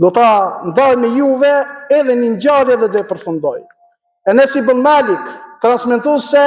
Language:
Albanian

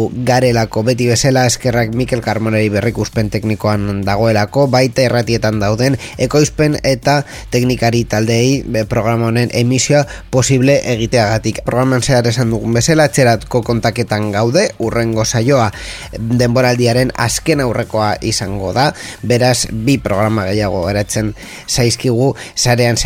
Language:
Basque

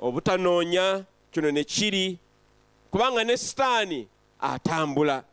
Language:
Ganda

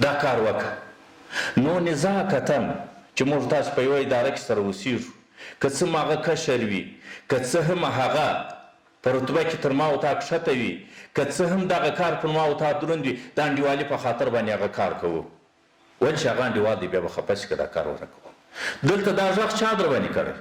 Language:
Pashto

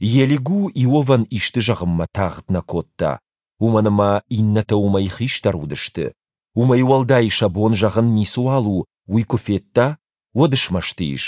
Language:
Ossetic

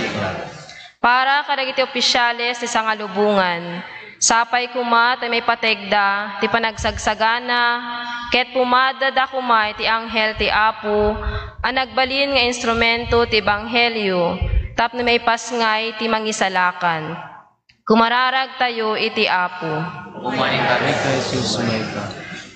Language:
Iloko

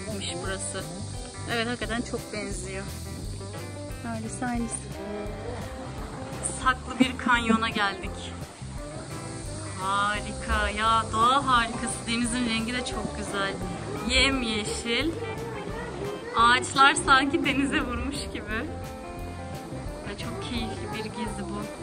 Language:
Turkish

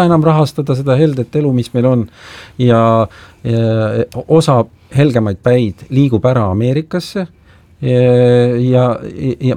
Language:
Estonian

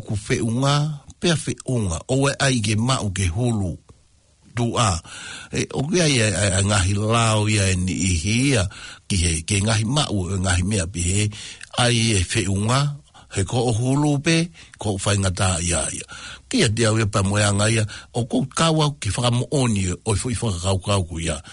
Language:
Tongan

